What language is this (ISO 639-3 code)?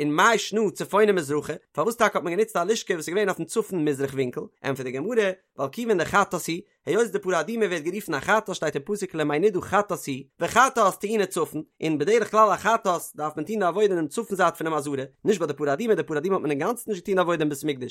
yid